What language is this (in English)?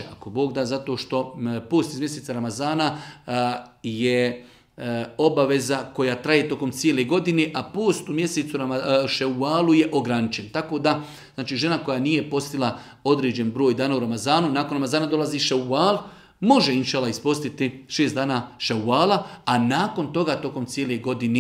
Bosnian